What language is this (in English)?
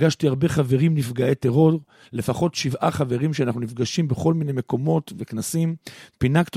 Hebrew